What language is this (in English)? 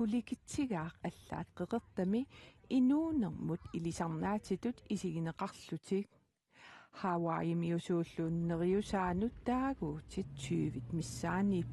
Kalaallisut